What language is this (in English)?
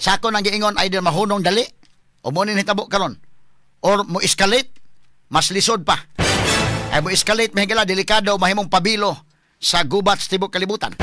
Cebuano